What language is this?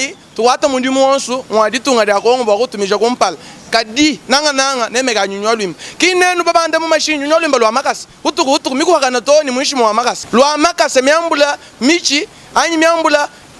Luba-Lulua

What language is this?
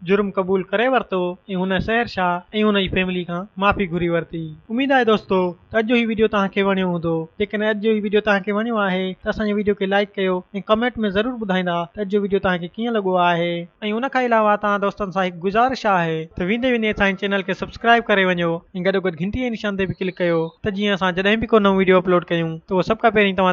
Sindhi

